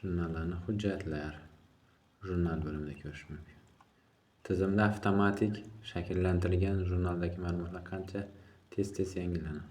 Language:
Uzbek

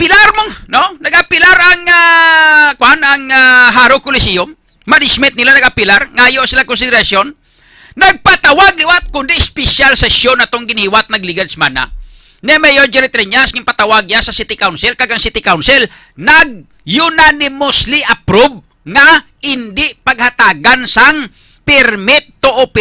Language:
Hiligaynon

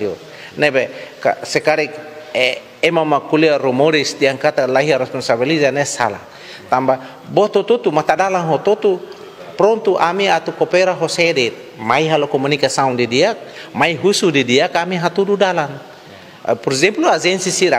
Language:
Tetum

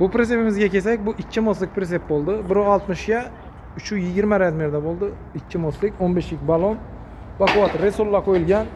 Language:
Uzbek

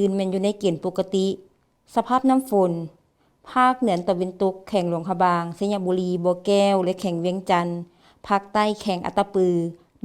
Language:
Lao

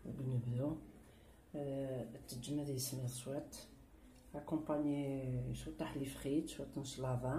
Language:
Kabyle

